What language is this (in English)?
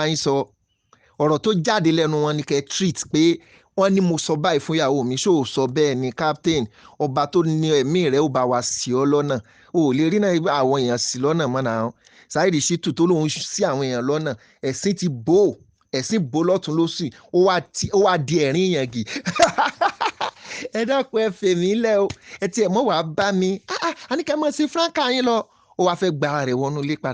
Yoruba